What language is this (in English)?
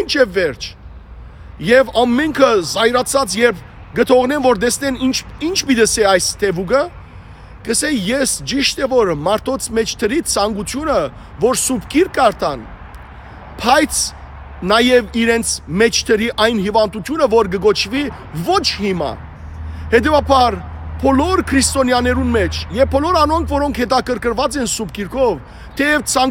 Western Armenian